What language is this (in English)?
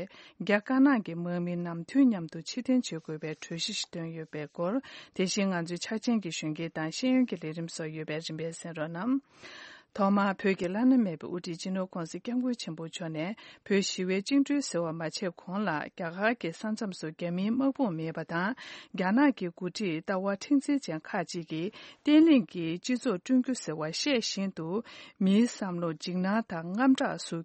Tibetan